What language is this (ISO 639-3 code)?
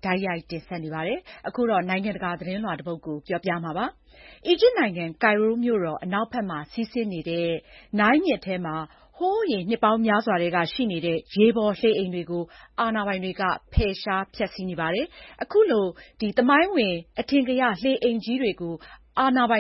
mya